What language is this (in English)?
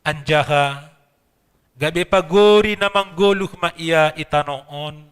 Batak Simalungun